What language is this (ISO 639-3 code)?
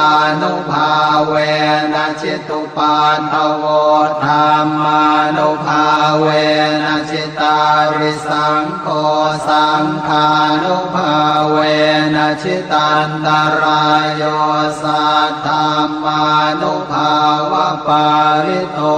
pli